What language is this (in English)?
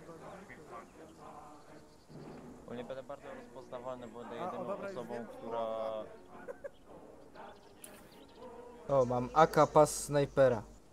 Polish